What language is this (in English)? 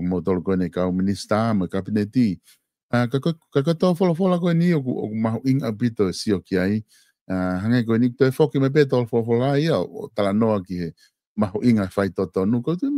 Tongan